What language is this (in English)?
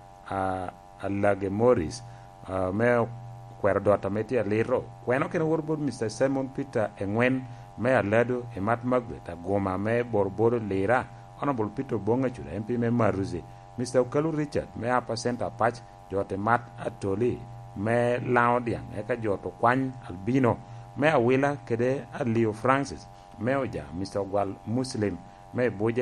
Lango (Uganda)